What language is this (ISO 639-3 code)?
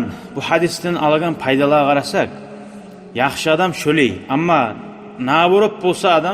kum